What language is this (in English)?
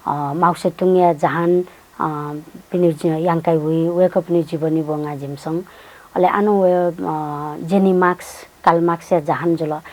Newari